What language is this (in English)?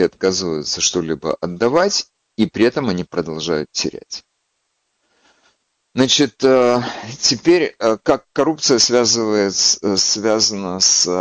Russian